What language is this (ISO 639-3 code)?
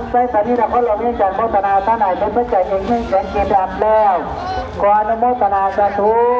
lao